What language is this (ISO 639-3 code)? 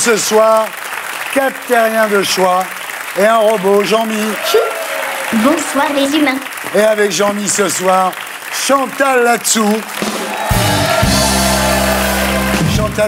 fra